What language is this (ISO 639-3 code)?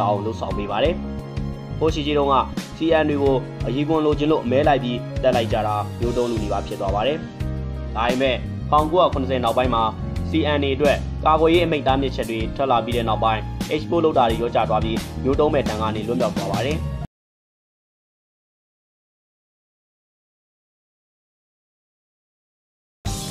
mya